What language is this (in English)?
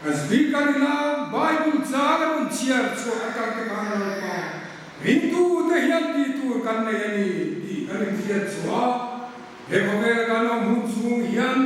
Hmar